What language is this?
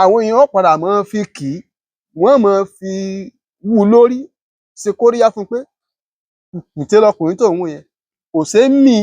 Yoruba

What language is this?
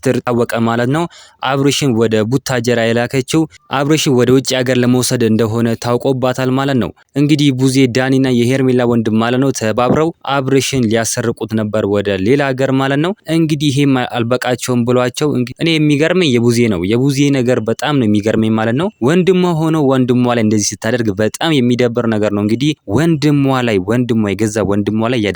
Amharic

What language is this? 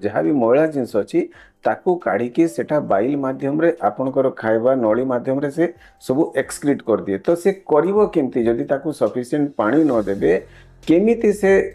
Odia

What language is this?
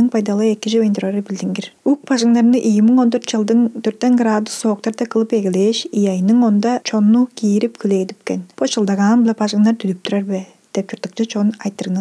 Tuvinian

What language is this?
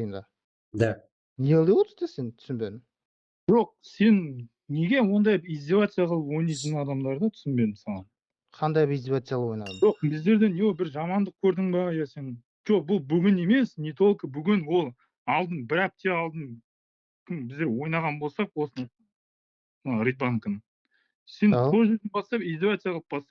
Kara-Kalpak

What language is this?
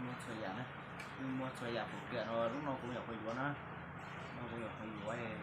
Hmong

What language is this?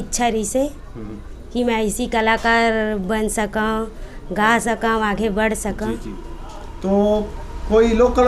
Chhattisgarhi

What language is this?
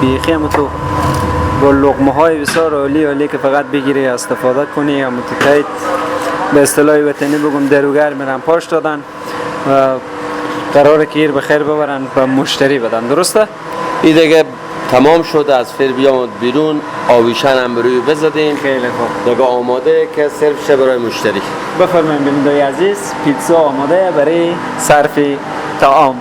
Persian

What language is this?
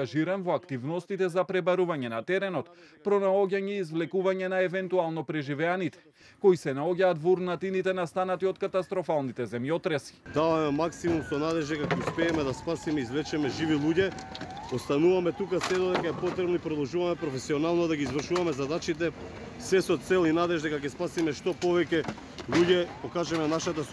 Macedonian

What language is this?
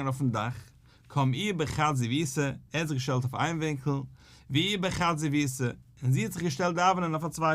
Yiddish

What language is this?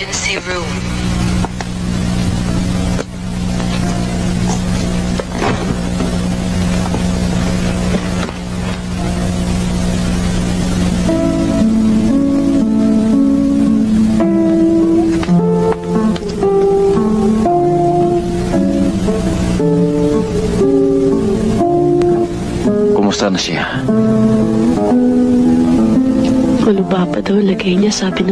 Filipino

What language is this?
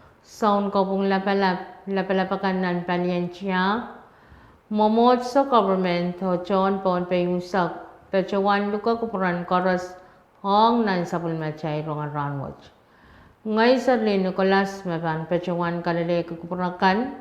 Pohnpeian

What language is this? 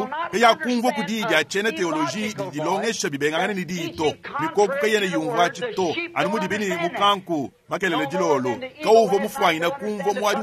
Luba-Lulua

